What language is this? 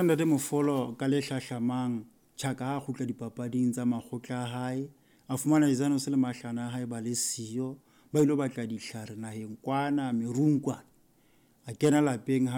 Southern Sotho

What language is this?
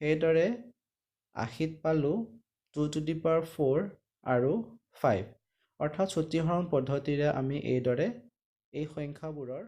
Assamese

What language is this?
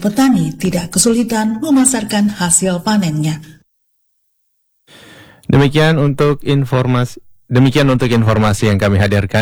Indonesian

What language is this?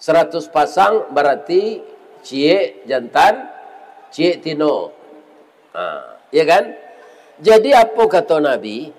Minangkabau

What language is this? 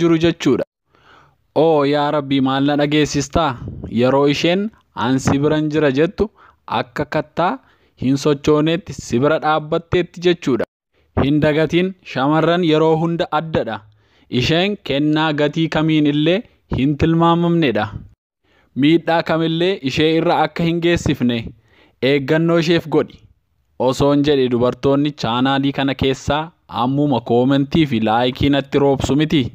Oromo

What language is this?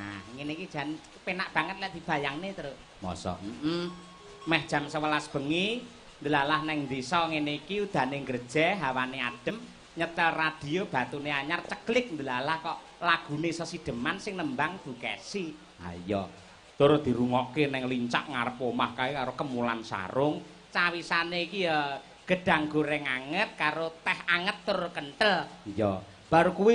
Javanese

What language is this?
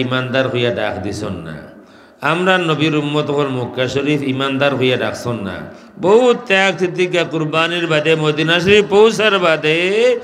Sylheti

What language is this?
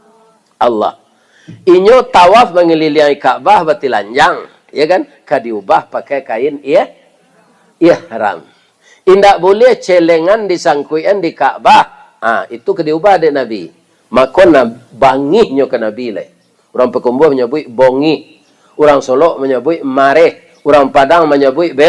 Minangkabau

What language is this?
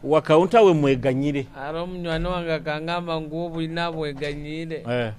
Nyoro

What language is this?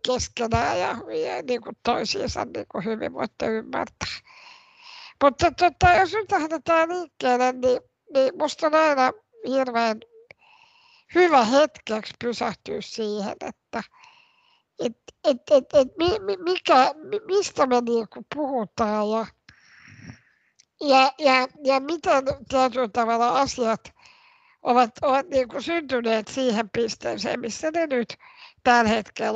Finnish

